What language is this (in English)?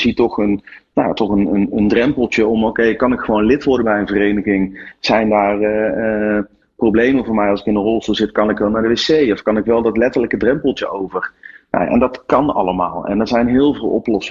Dutch